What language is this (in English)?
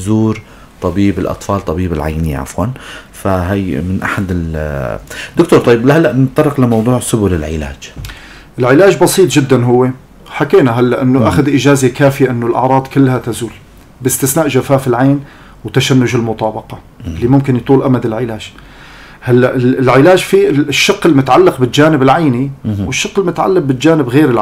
North Levantine Arabic